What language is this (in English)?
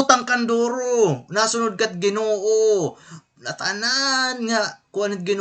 Waray